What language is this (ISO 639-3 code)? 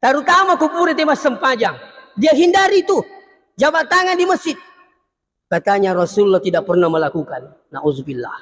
bug